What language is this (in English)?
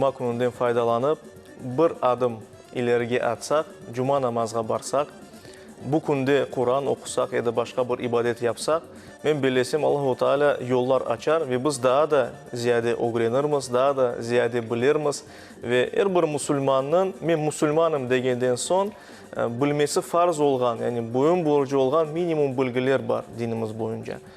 Crimean Tatar